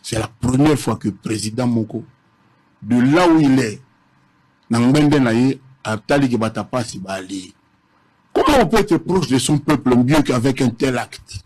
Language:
Lingala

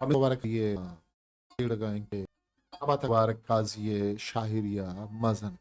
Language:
Eastern Balochi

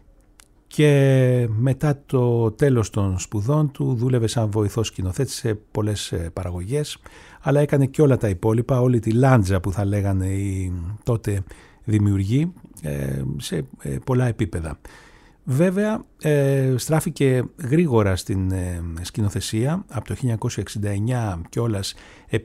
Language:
Greek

